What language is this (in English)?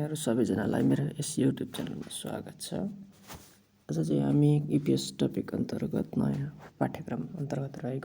Nepali